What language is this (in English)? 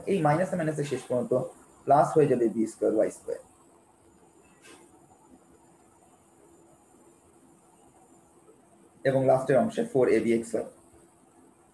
Bangla